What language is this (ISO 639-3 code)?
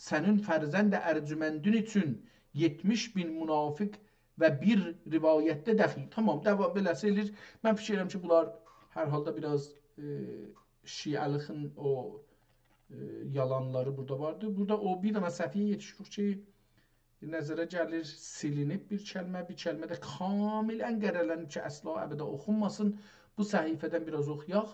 azb